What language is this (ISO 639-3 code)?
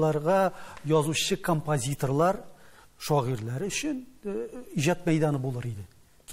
tat